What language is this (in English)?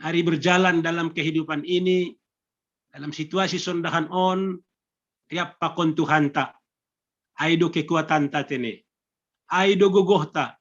Batak Simalungun